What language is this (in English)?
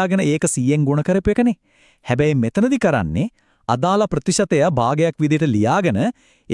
Sinhala